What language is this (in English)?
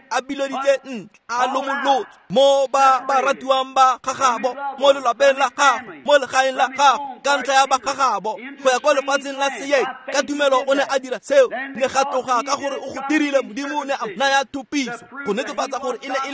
Tswana